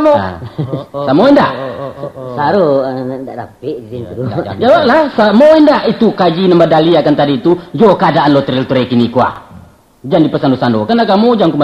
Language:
Minangkabau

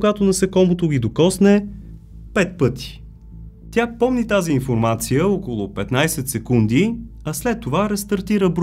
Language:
Bulgarian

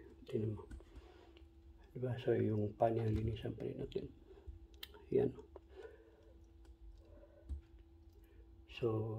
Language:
Filipino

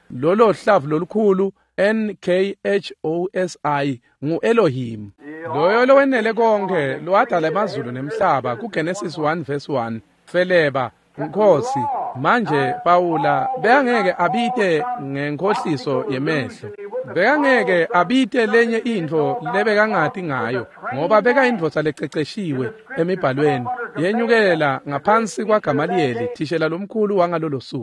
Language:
Swati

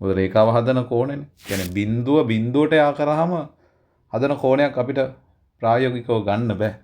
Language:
Sinhala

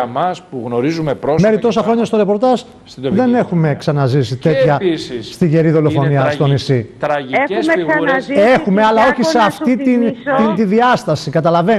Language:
Greek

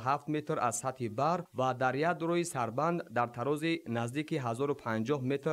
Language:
Tajik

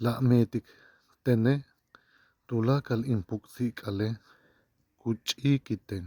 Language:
Yucateco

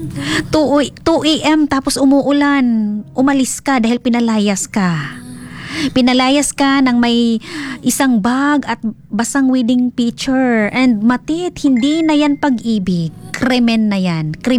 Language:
Filipino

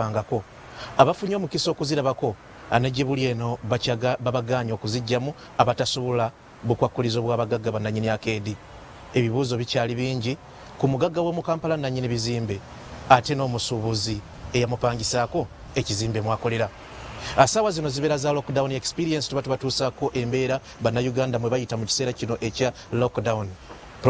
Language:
Ganda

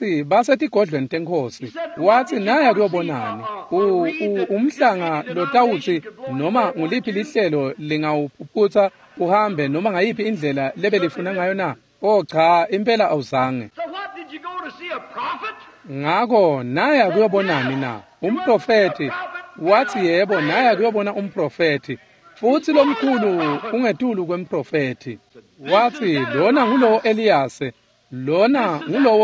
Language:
Swati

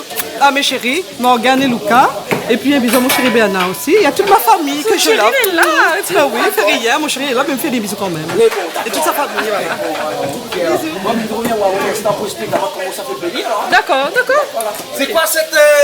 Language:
Réunion Creole French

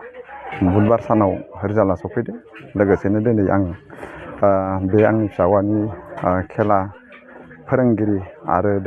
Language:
Bodo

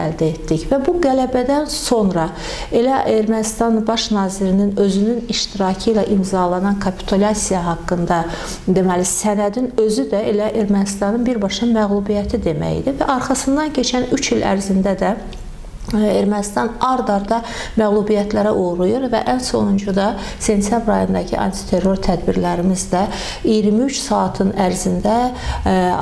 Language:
Azerbaijani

